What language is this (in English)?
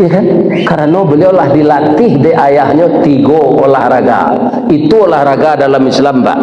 Minangkabau